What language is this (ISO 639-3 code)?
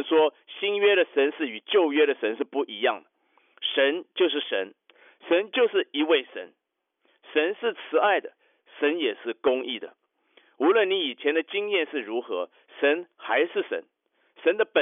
zho